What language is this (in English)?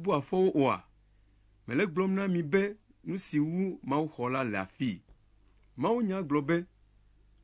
Ewe